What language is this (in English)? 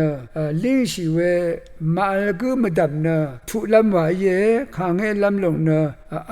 Rawang